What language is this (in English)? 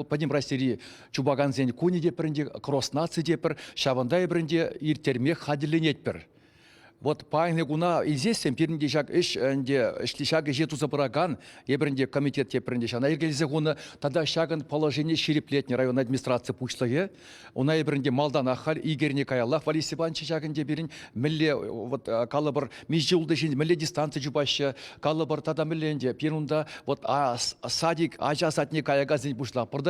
Chuvash